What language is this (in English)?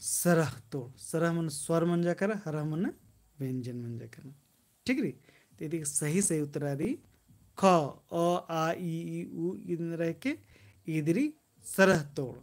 Kurukh